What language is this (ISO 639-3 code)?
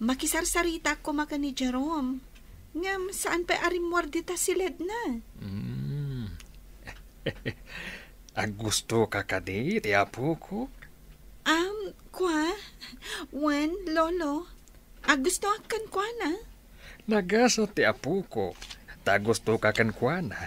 ilo